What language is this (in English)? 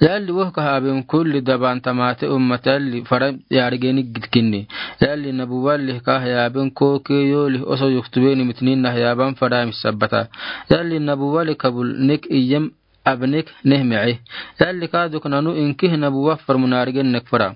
Afar